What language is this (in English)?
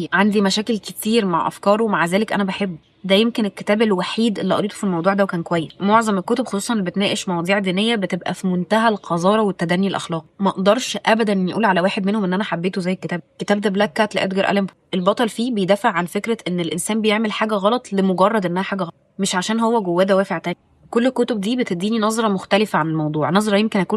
Egyptian Arabic